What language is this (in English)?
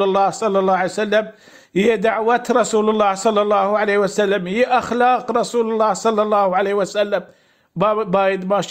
Baluchi